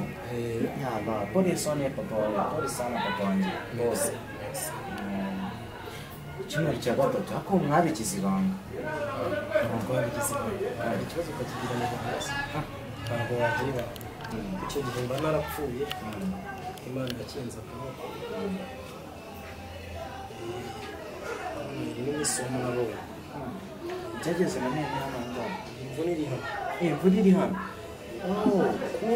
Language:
Kinyarwanda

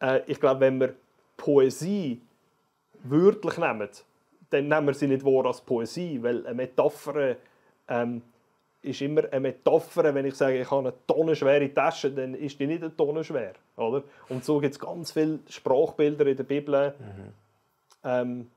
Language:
Swiss German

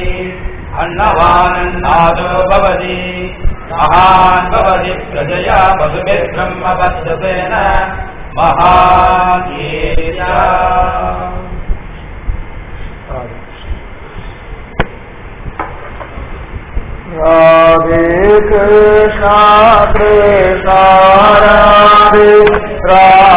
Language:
Tamil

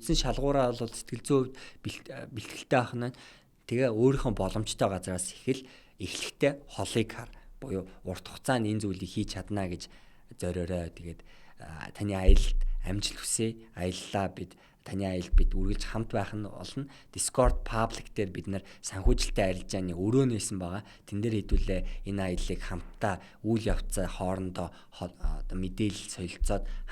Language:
Mongolian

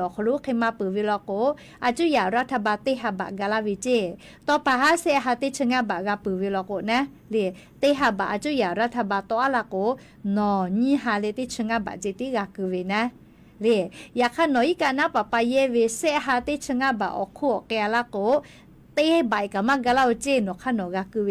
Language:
Lahu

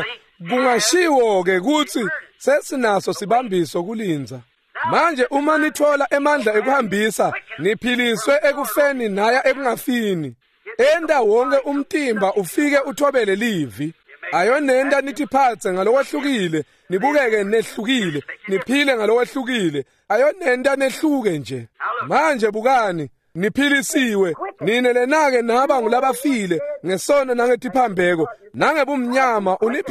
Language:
Swati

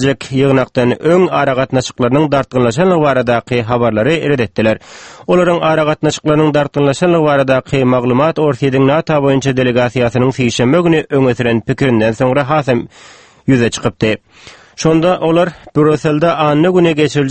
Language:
Turkmen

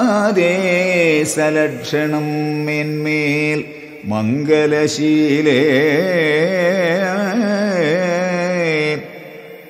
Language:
Malayalam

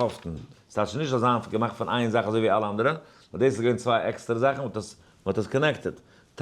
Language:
Yiddish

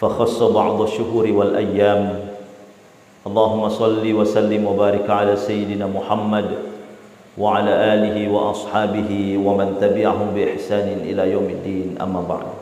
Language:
Buginese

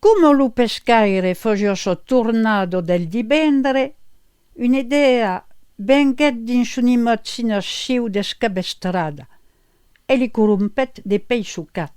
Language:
Occitan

